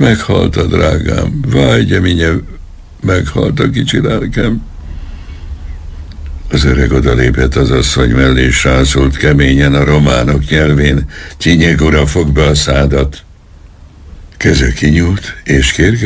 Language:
Hungarian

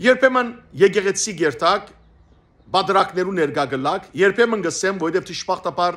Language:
Western Armenian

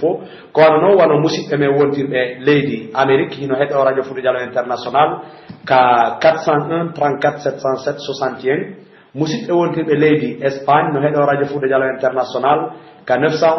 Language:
Pular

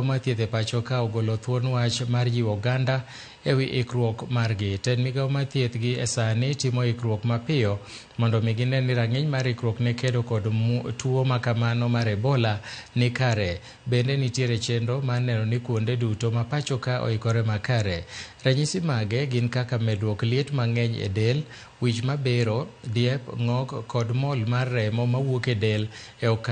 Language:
Luo (Kenya and Tanzania)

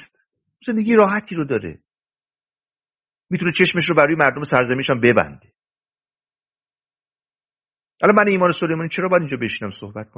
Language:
Persian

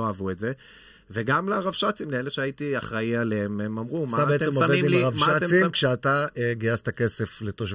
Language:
Hebrew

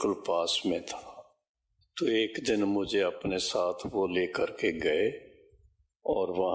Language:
Hindi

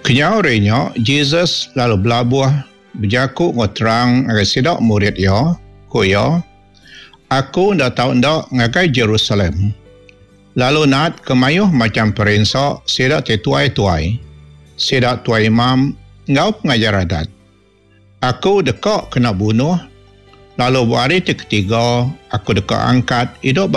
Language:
Iban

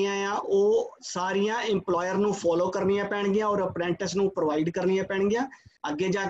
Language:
Punjabi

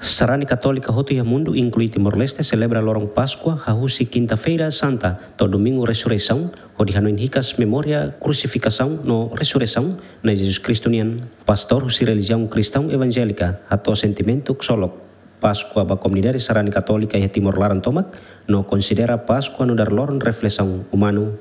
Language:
Tetum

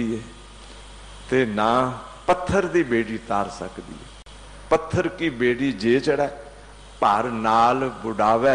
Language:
Punjabi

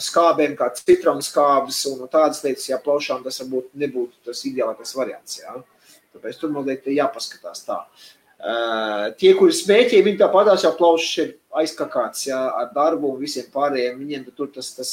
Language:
Latvian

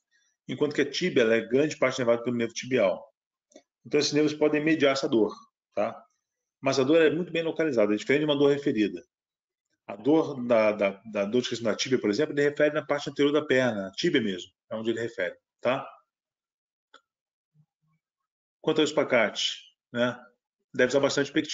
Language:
Portuguese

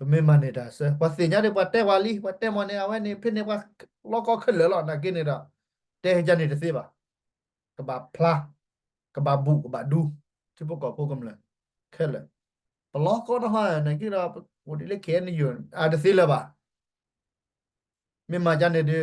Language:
S'gaw Karen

